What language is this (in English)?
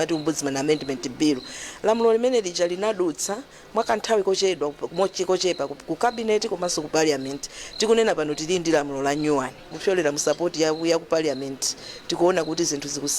Nyanja